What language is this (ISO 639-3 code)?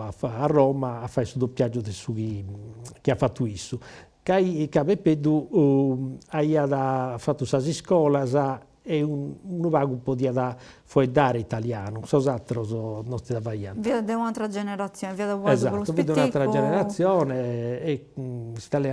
srd